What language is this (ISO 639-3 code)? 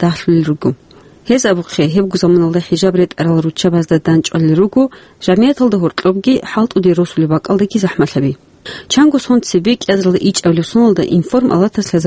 ava